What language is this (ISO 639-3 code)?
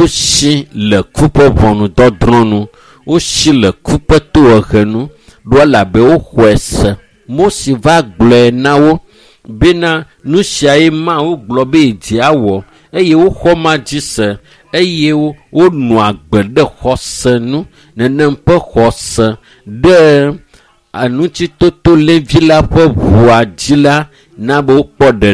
ewe